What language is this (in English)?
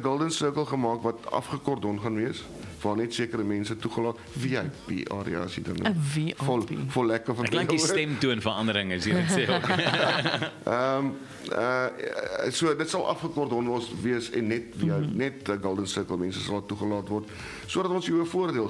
Afrikaans